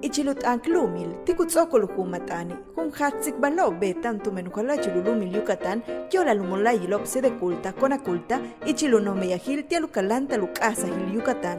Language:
Yucateco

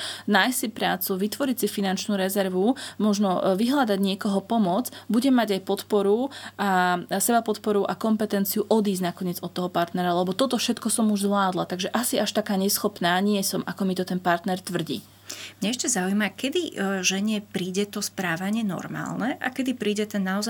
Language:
Slovak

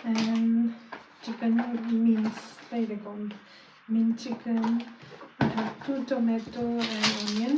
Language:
Manipuri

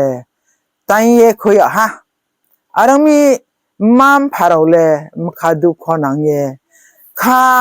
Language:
Riang (India)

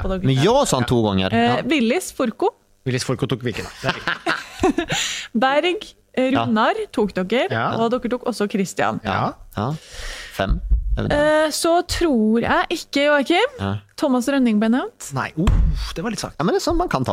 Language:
Norwegian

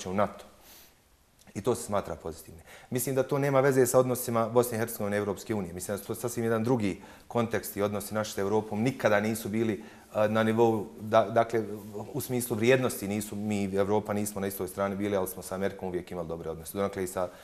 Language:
Bosnian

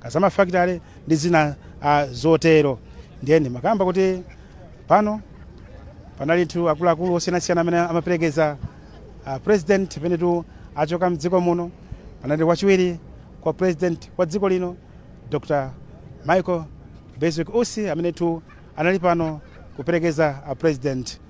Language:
Nyanja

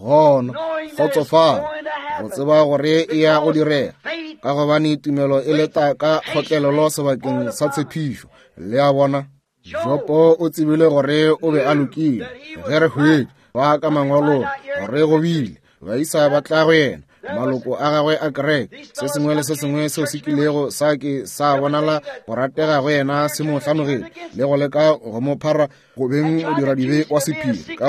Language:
Northern Sotho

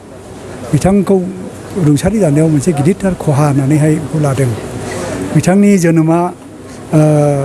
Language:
Bodo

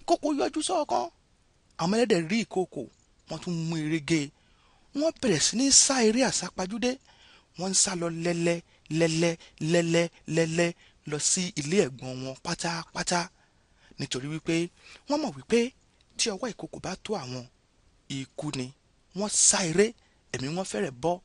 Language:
Yoruba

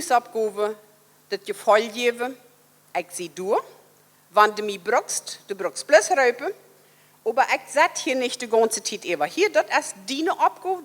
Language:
Plautdietsch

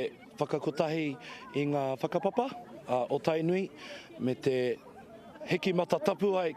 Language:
Māori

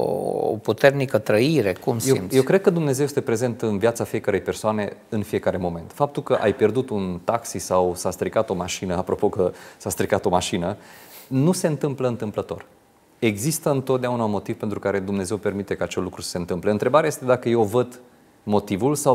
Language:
Romanian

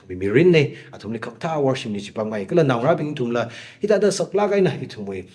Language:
Tangkhul Naga (India)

